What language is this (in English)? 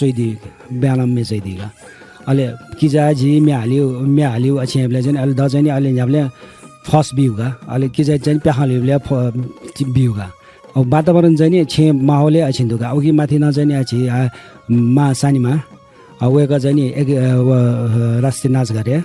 Newari